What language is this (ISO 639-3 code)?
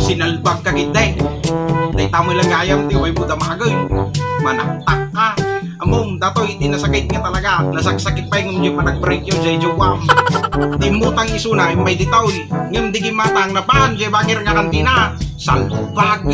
ilo